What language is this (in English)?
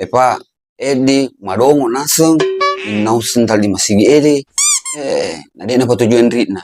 Buginese